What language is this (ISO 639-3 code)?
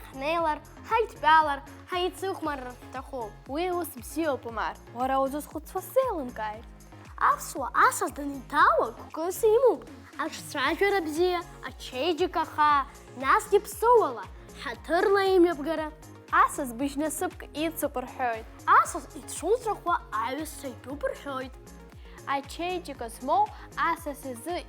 abk